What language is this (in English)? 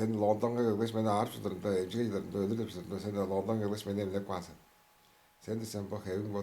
Tuvinian